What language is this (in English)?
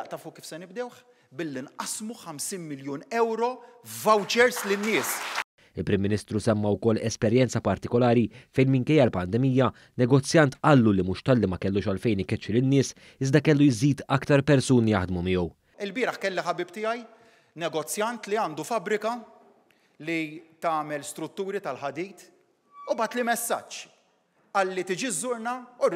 Maltese